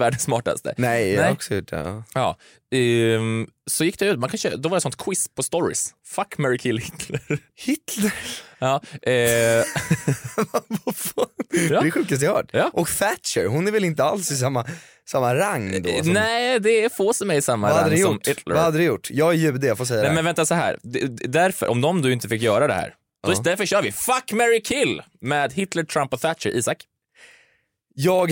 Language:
Swedish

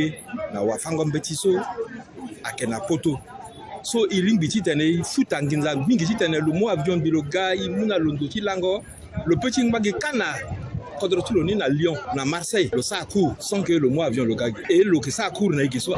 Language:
Sango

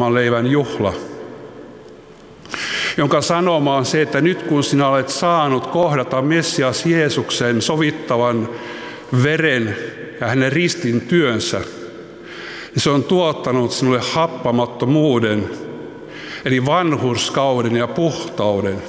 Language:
Finnish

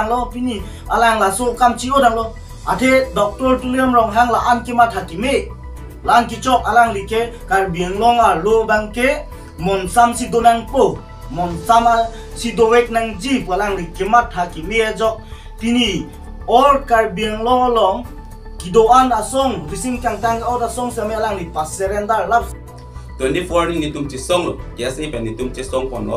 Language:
Karbi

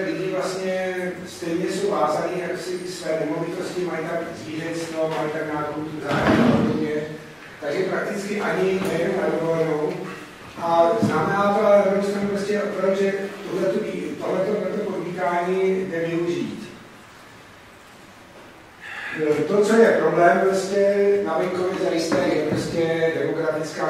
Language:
Czech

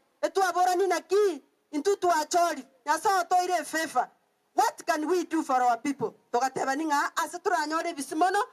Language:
Gusii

